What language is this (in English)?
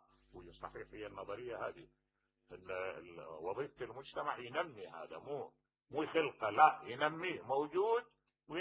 Mesopotamian Arabic